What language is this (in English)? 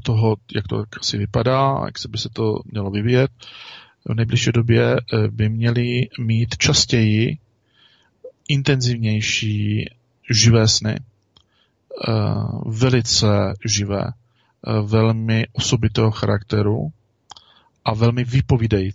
Czech